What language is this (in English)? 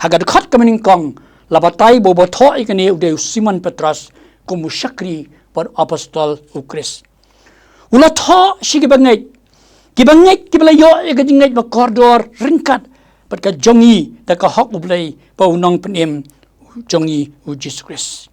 Khasi